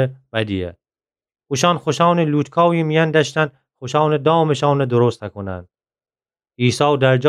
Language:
Gilaki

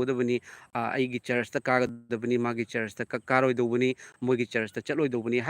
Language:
Manipuri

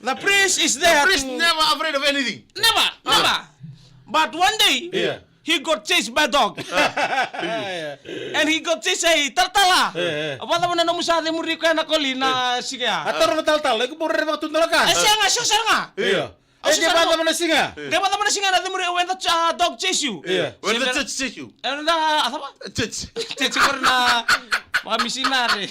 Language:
Fijian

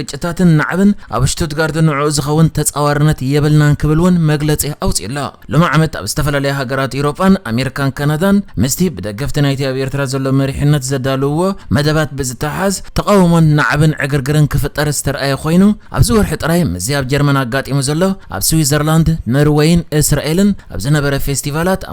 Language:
Tigrinya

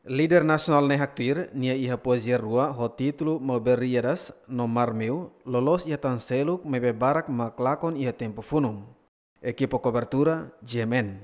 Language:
Tetum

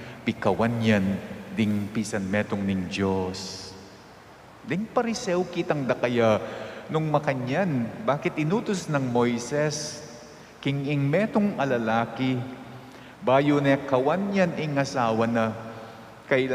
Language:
Pampanga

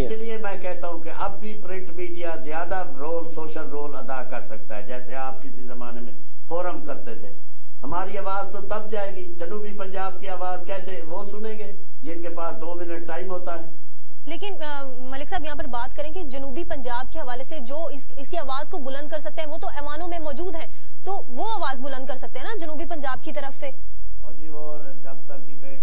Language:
Urdu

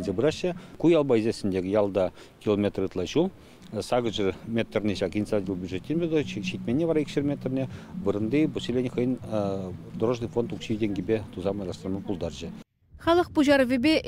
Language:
Chuvash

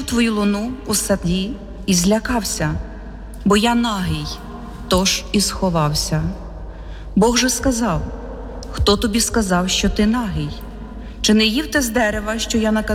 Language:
Ukrainian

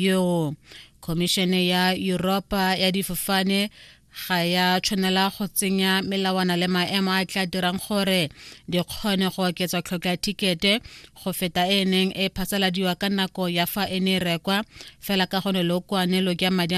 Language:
Tswana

